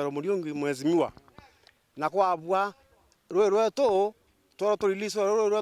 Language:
Meru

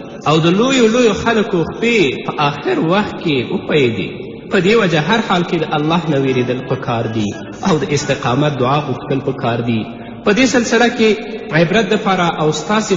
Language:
Pashto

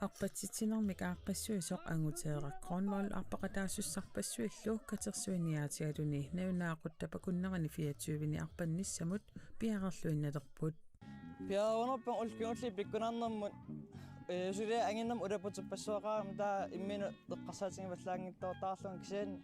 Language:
Kalaallisut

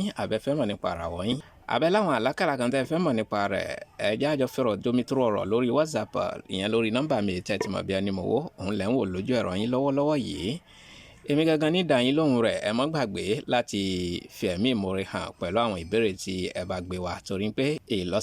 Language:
Yoruba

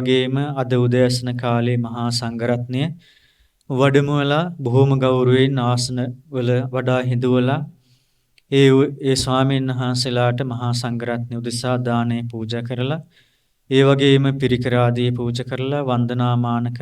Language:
Sinhala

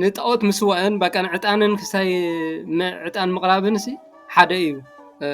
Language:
Tigrinya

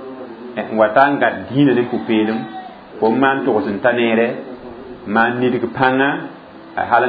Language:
Mossi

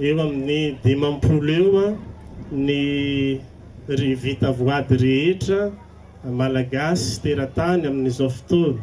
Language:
Malagasy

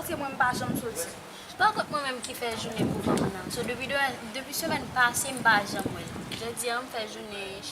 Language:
Haitian Creole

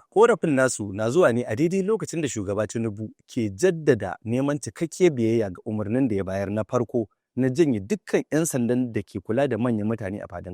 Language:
Hausa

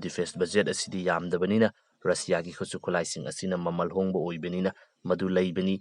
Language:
Manipuri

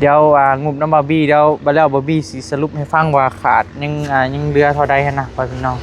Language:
Northeastern Thai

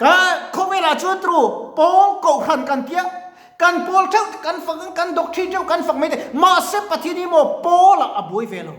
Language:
Mizo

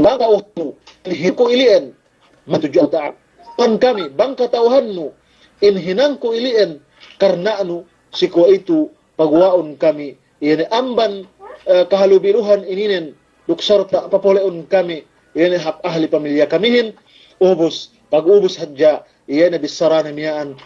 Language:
Yakan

